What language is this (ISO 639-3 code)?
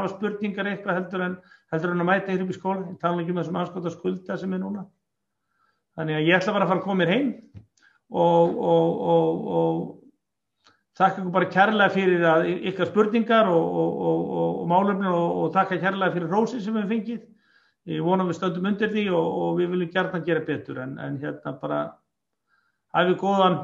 isl